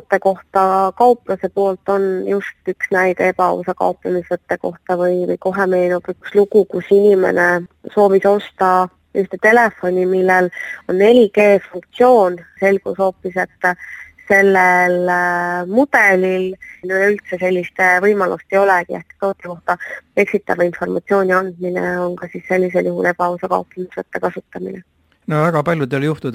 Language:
Estonian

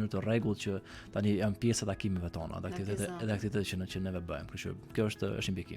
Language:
Albanian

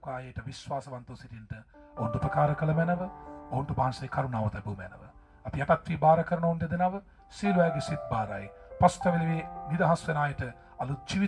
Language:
Sinhala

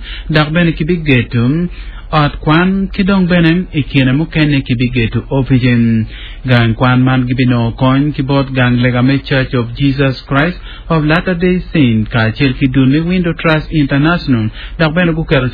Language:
Acoli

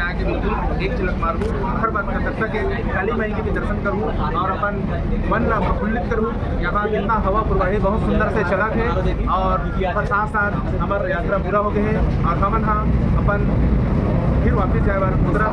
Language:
Chhattisgarhi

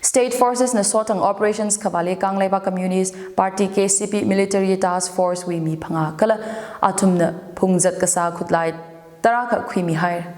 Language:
Tangkhul Naga (India)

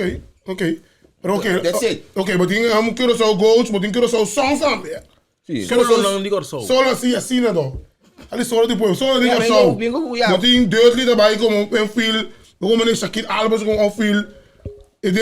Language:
Papiamento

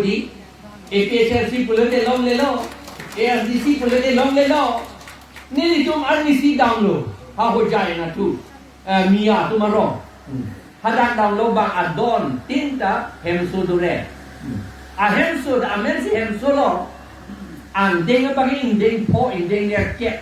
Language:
Karbi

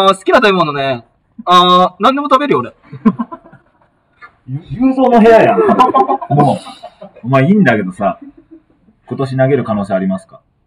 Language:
Japanese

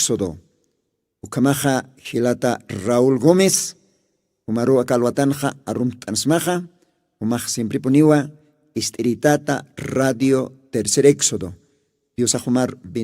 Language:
Aymara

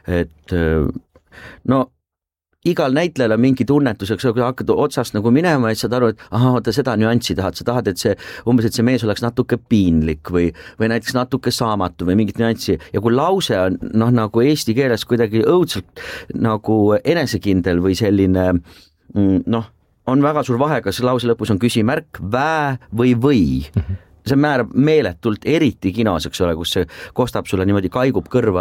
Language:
Estonian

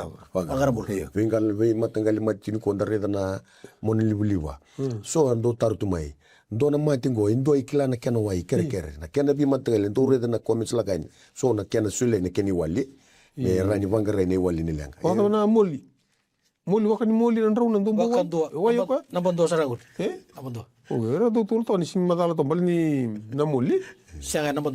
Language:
Fijian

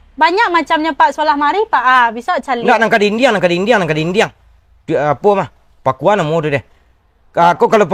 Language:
Minangkabau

